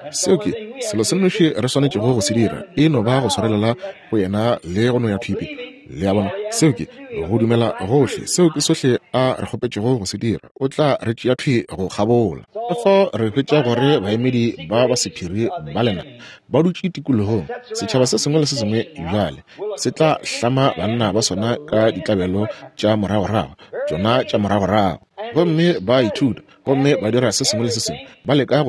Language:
Northern Sotho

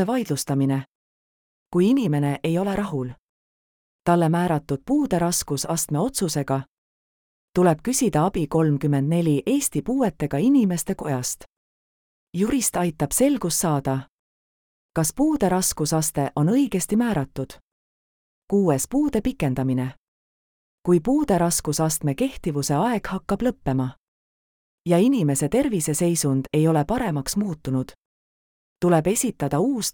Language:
Estonian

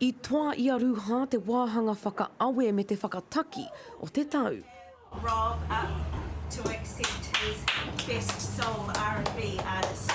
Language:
Māori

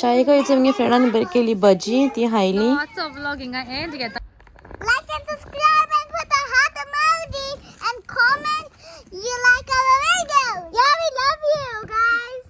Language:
Konkani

